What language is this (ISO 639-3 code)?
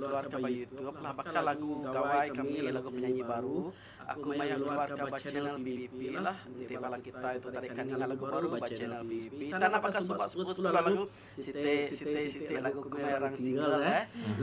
iba